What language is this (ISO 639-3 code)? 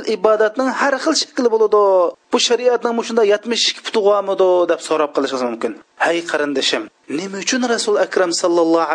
uig